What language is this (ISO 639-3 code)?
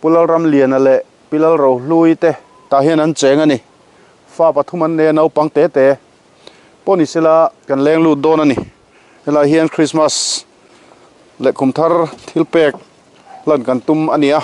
lus